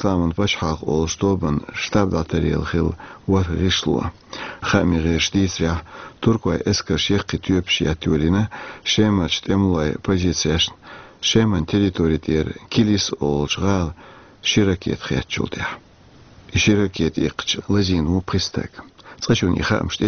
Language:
Chechen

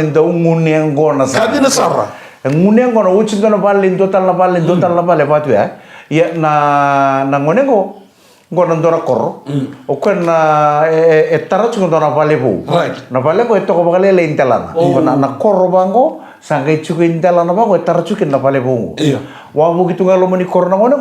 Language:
Fijian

